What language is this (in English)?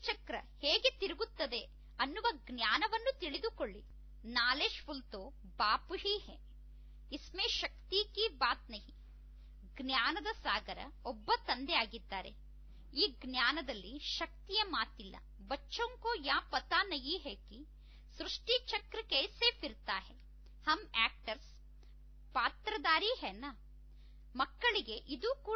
Kannada